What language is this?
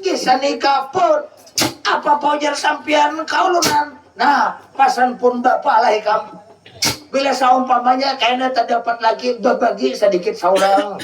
Banjar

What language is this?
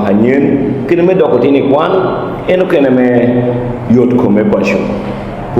Lango (Uganda)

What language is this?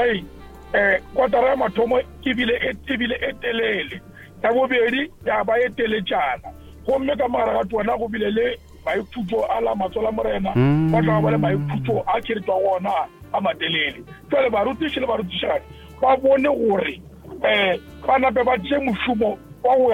Northern Sotho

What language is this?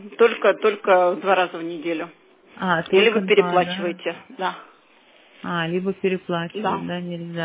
Russian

